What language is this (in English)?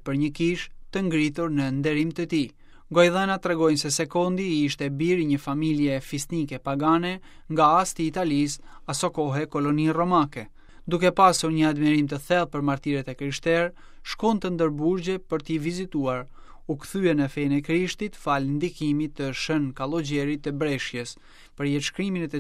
Albanian